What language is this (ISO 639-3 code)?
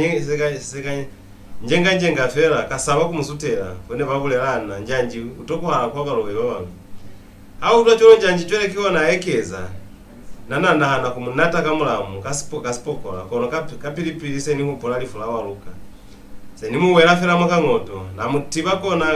loz